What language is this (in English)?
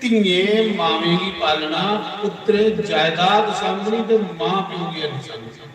Dogri